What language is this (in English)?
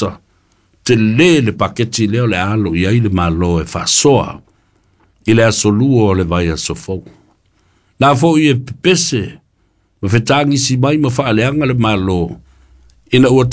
Samoan